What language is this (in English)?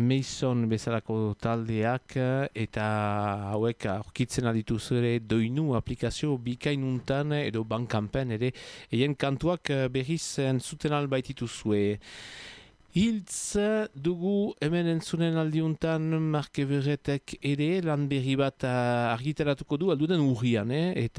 Basque